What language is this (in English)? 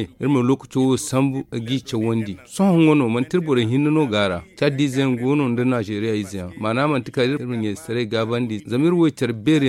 Zarma